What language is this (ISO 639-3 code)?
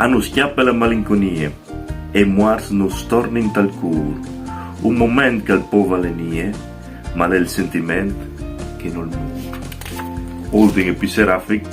fur